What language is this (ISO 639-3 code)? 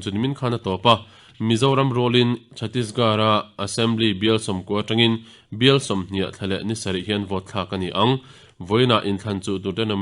lus